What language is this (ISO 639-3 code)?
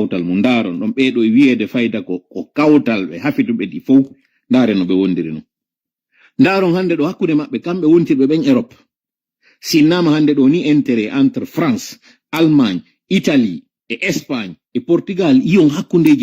ful